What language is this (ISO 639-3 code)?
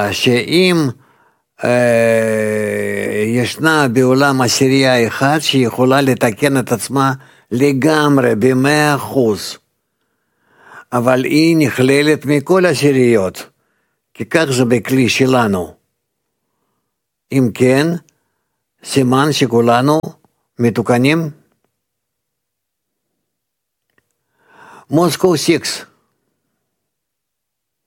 heb